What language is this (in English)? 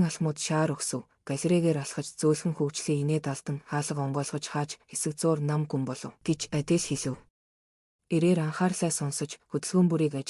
Mongolian